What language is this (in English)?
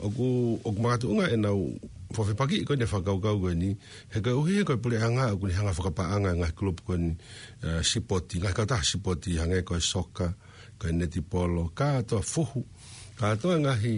Tongan